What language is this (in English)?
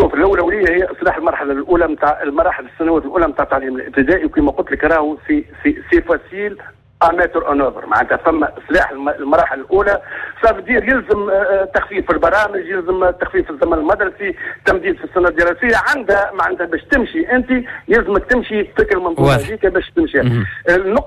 Tunisian Arabic